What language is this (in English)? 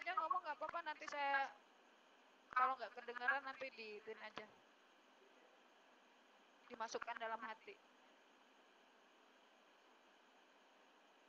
Indonesian